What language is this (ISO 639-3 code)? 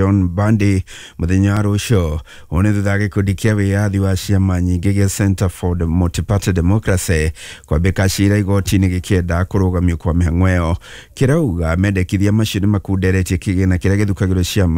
kik